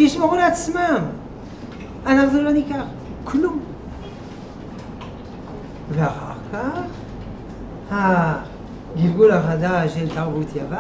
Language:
Hebrew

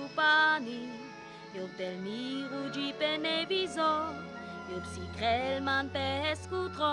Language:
Sinte Romani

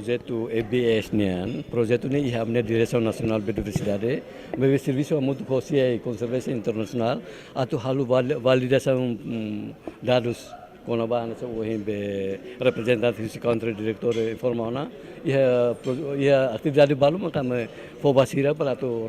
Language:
Tetum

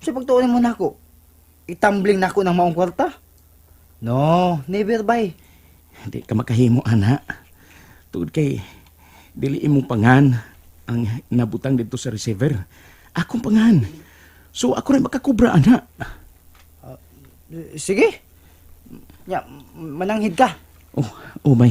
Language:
Cebuano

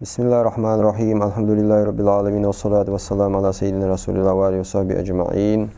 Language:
Ingush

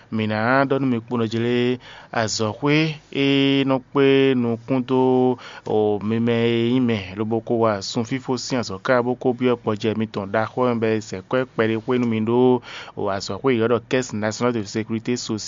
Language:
Fon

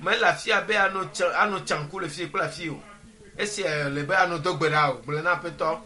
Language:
Ewe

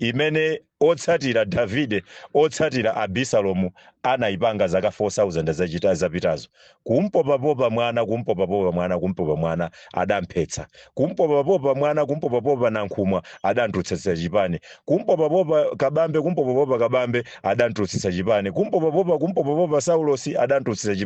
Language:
Nyanja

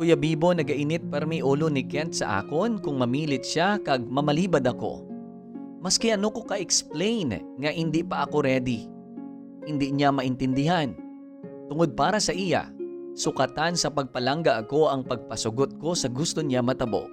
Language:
Hiligaynon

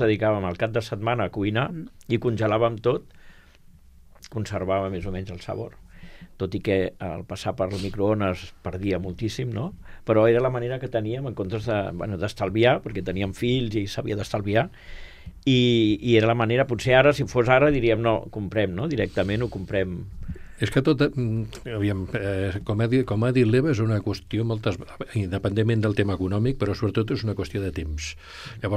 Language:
Catalan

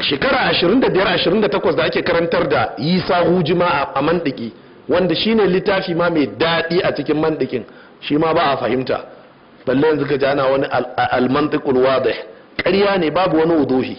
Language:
Hausa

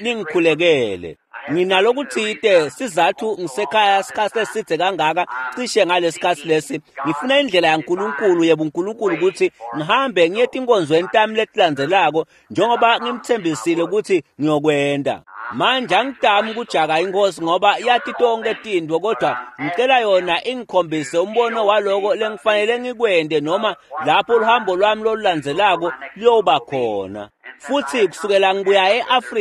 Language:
Swati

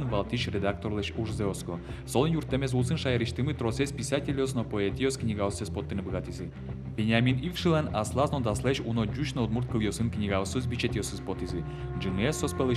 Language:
Udmurt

